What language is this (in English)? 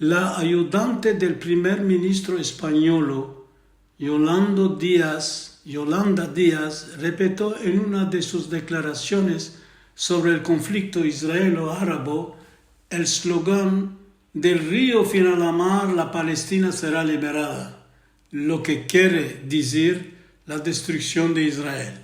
Ladino